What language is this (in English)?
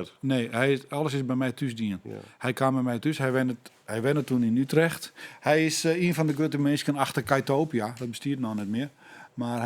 Western Frisian